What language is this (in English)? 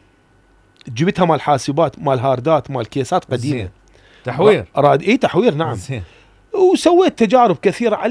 Mesopotamian Arabic